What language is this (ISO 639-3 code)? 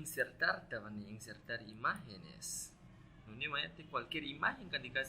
agr